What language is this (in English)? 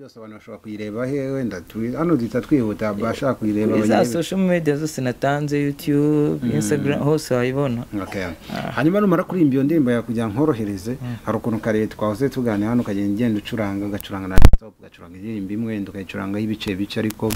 Kinyarwanda